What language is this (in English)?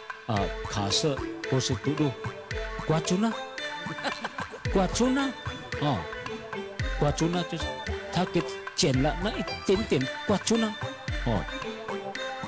Chinese